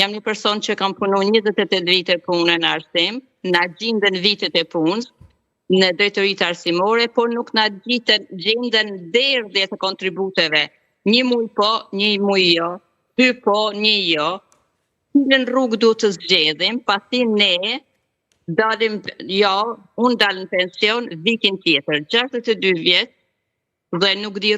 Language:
Albanian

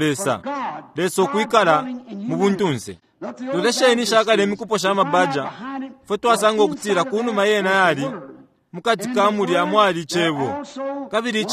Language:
Bemba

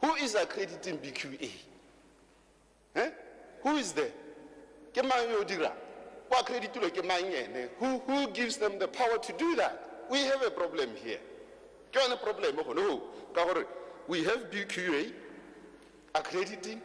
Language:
Tswana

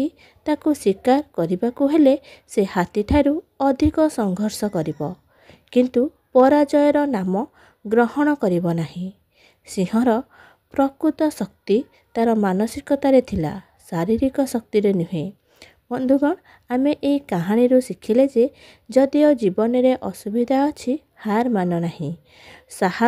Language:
Odia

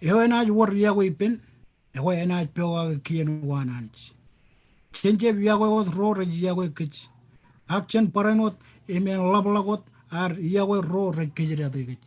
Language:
Marshallese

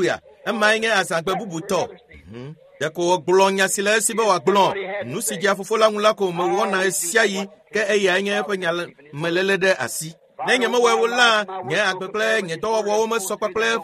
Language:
Ewe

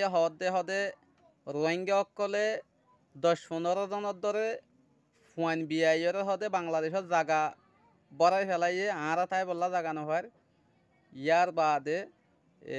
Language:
Rohingya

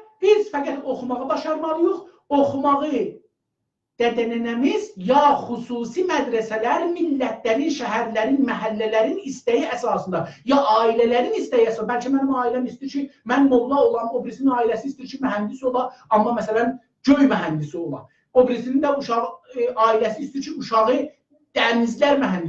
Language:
South Azerbaijani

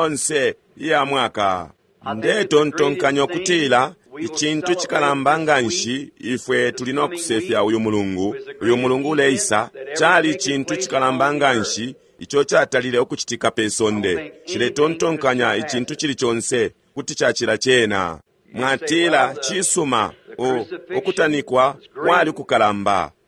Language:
Bemba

